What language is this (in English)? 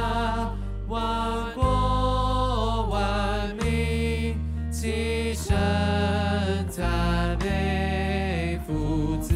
Chinese